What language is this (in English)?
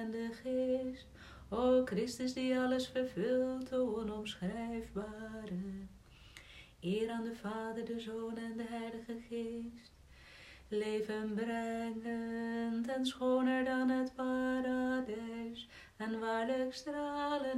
Dutch